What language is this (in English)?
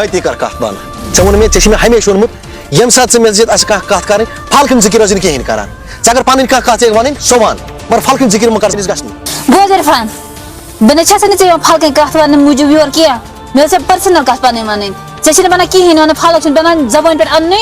Kashmiri